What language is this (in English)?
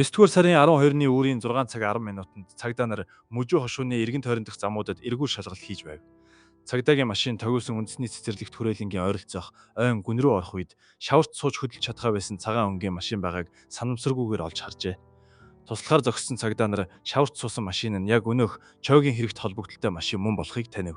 Mongolian